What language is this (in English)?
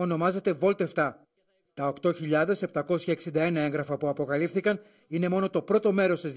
Greek